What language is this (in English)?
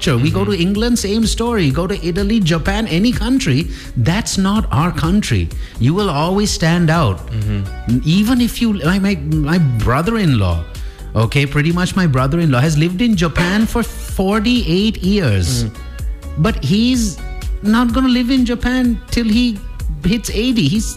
English